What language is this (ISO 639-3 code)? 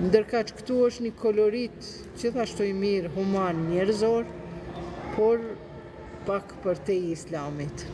sqi